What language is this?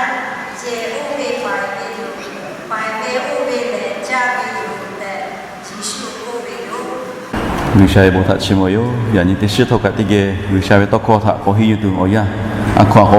Lahu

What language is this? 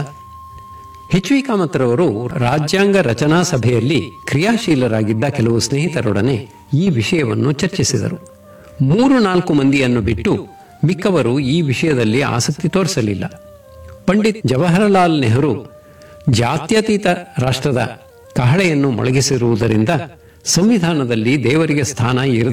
Kannada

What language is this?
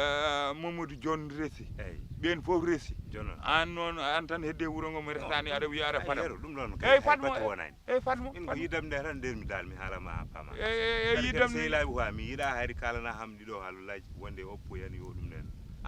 Fula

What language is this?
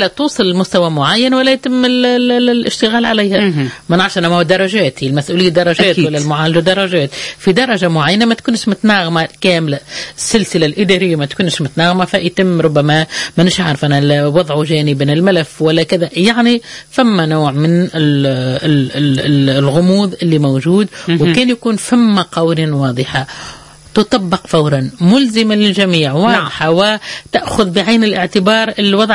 Tunisian Arabic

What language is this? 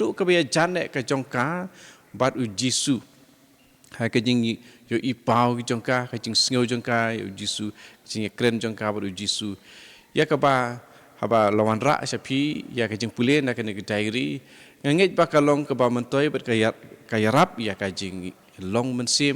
Khasi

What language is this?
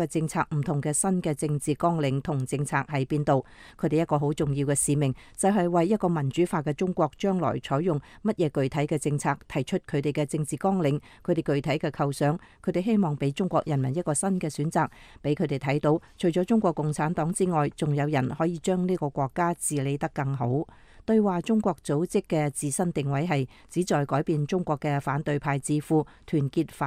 Cantonese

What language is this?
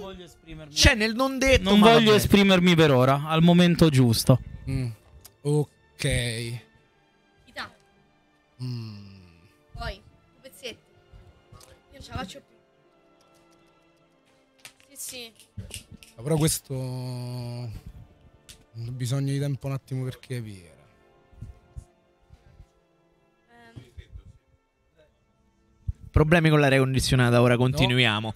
Italian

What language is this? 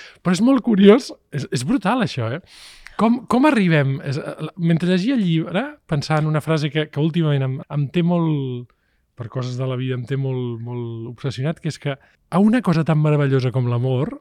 Catalan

